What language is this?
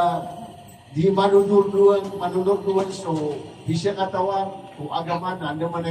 Maranao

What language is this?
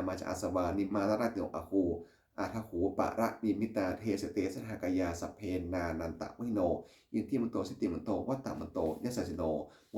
Pali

